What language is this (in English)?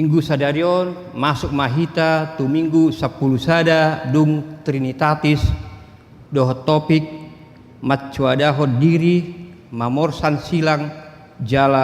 Batak Toba